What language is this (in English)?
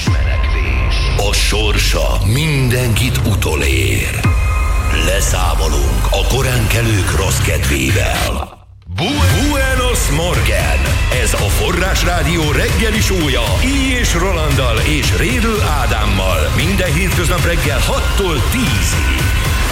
Hungarian